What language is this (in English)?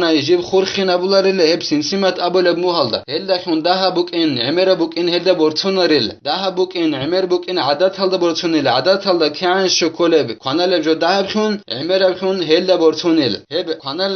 Avaric